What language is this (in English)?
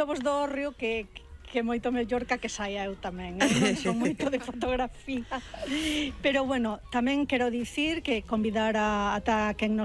Galician